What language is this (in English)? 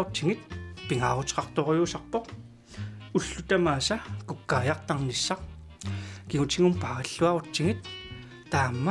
Kalaallisut